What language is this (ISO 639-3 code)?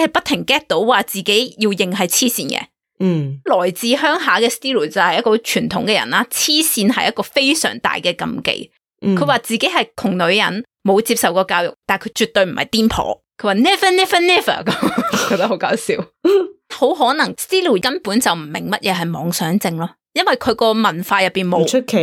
yue